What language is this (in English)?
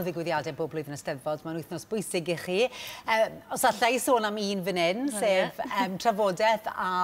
Welsh